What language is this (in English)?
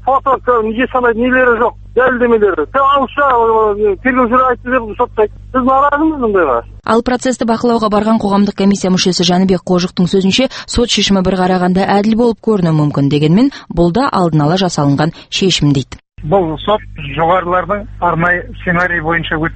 Kazakh